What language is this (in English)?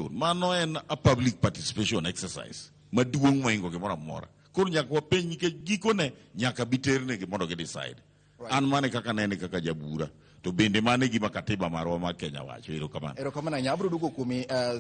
Luo (Kenya and Tanzania)